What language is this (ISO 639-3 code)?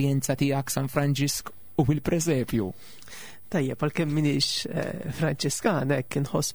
mlt